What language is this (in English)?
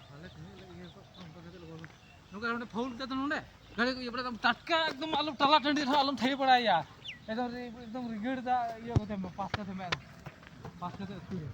Santali